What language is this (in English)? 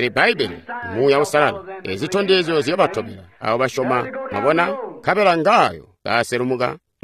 Tonga (Zambia)